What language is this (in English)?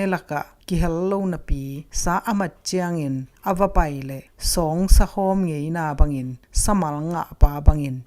Tedim Chin